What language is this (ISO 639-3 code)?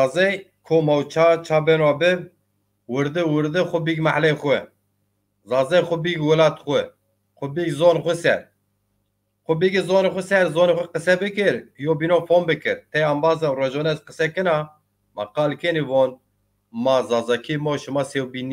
zza